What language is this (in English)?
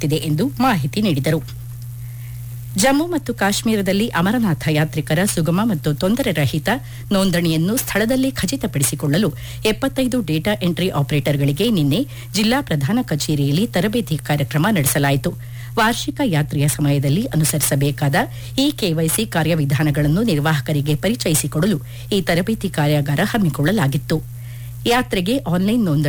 Kannada